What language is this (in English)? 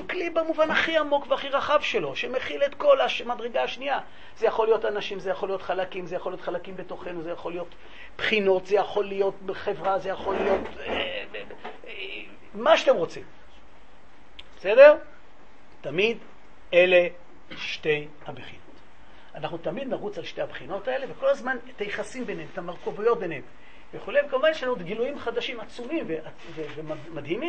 Hebrew